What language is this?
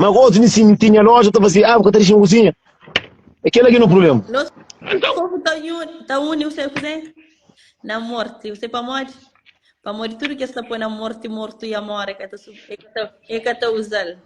Kabuverdianu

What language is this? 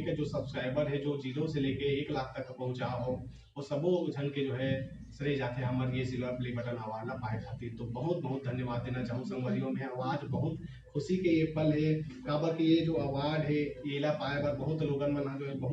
Chhattisgarhi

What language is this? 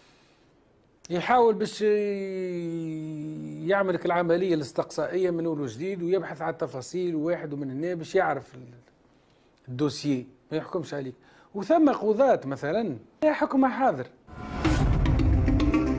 Tunisian Arabic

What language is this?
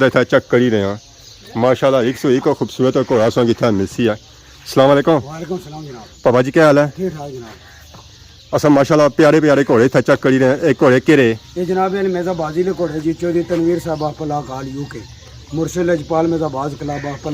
Pahari-Potwari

